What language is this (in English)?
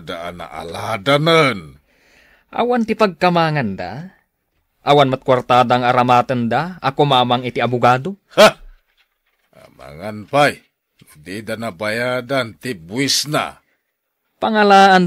Iloko